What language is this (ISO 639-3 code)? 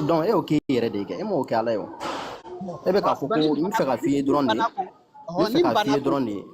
bam